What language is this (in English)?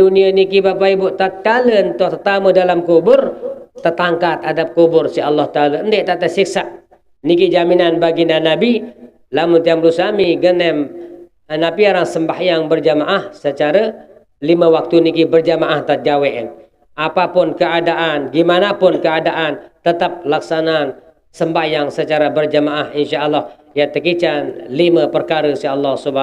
Sasak